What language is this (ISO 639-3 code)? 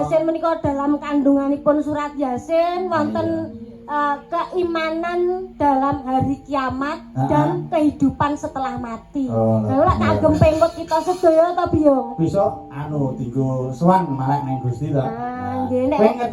jav